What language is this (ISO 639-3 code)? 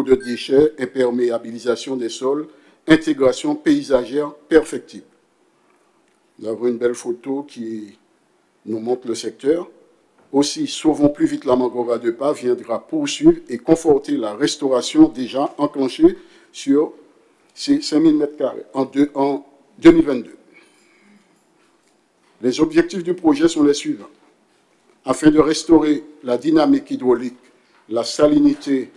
fra